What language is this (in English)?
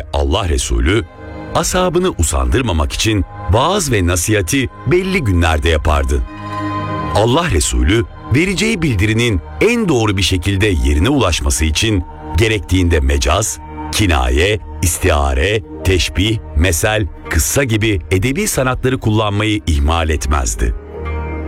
Turkish